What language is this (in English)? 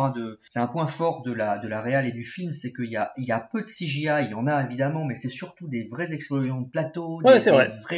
French